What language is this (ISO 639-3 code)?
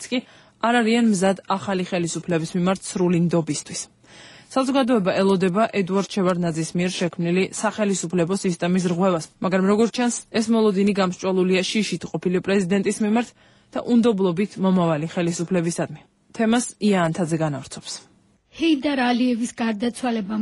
kat